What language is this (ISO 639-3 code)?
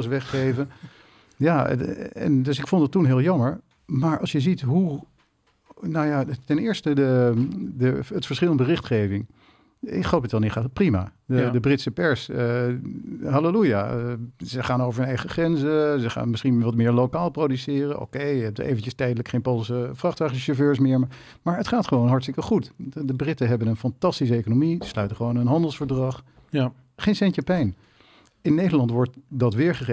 nld